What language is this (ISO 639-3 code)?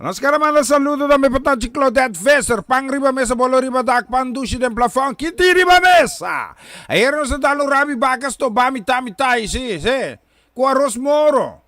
pap